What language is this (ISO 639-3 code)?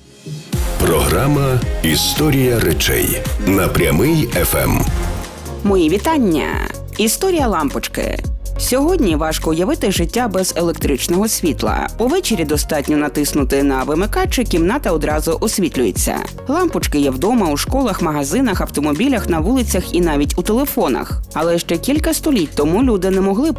ukr